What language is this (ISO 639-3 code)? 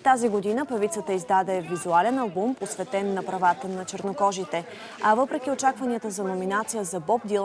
bul